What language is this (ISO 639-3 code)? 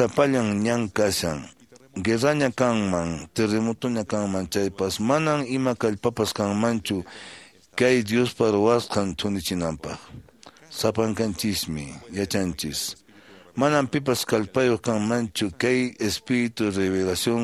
que